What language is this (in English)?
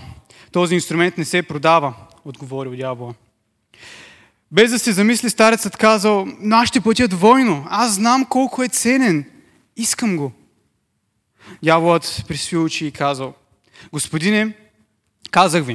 Bulgarian